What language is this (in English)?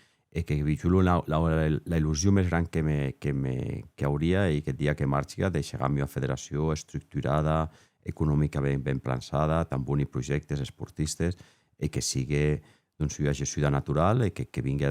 Occitan